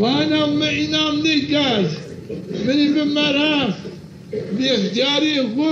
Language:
Zaza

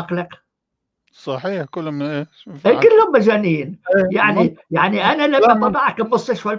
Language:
North Levantine Arabic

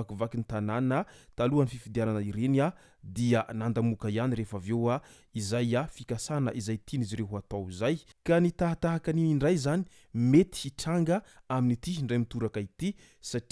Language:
Malagasy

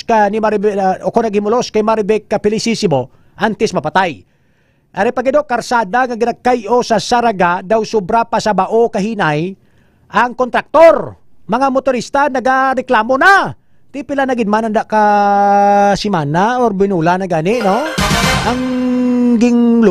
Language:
Hiligaynon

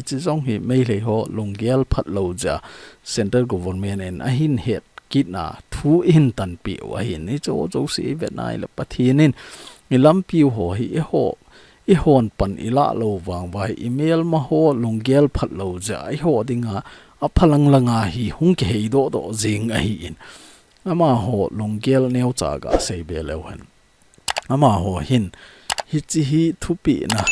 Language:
Thado Chin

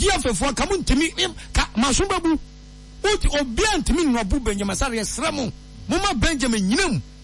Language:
Akan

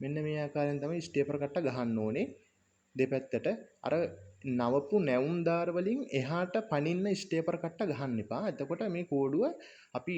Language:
Sinhala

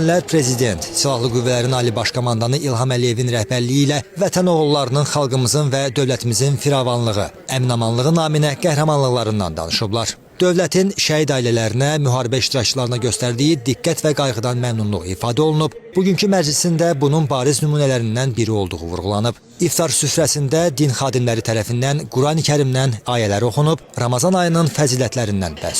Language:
Azerbaijani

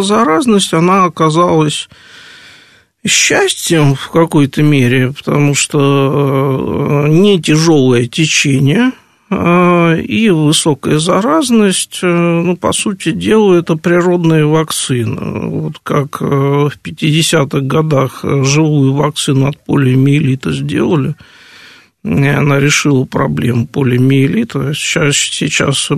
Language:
Russian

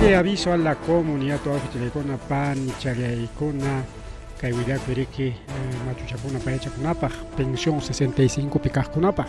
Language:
Ayacucho Quechua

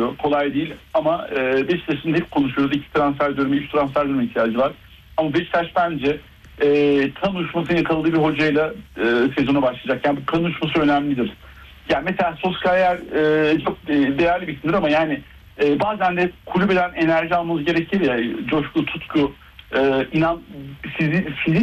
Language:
Turkish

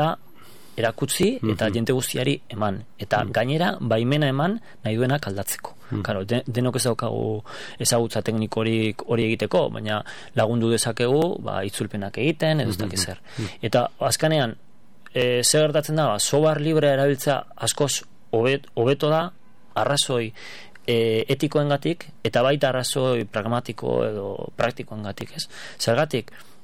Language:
Basque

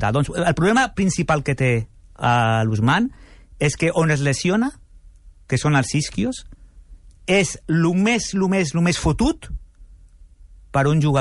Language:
Catalan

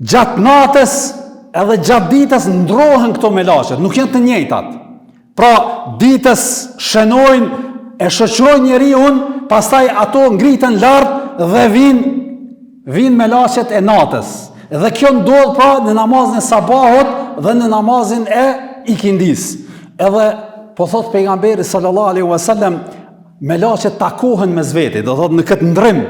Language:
Albanian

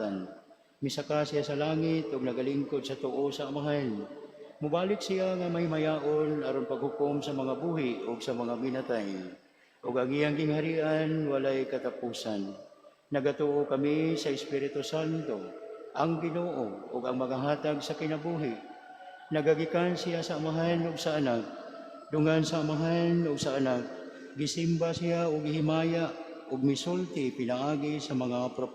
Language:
Cebuano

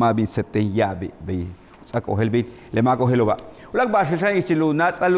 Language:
Yucateco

